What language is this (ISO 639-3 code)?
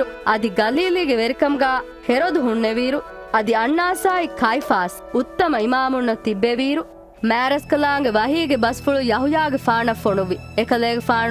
div